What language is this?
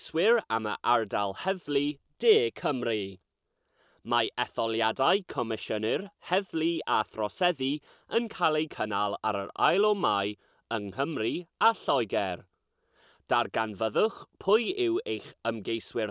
Welsh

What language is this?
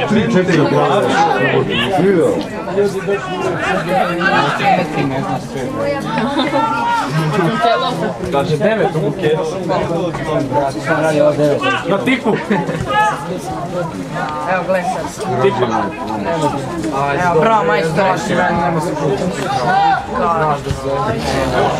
Serbian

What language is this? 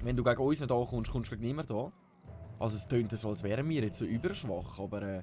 Swiss German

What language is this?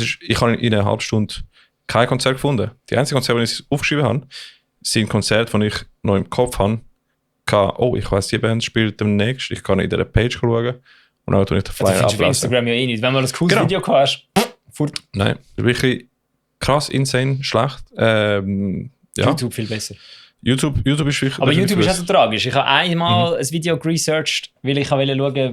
Swiss German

